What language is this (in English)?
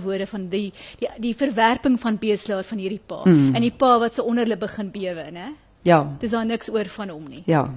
Afrikaans